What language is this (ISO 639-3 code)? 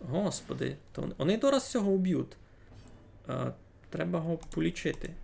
rue